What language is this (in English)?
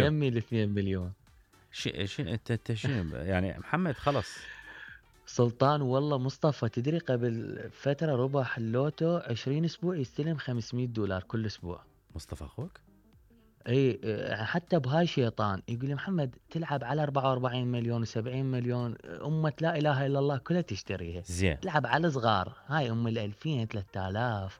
Mesopotamian Arabic